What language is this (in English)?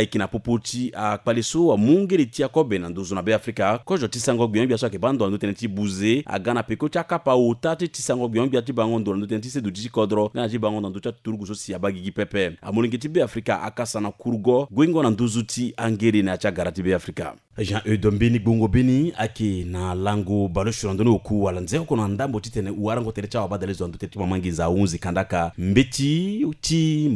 Sango